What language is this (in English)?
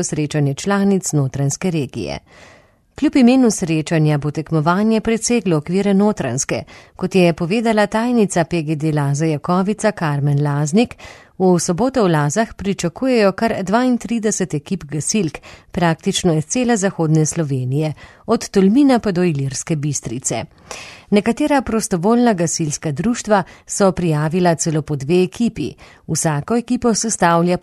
Slovenian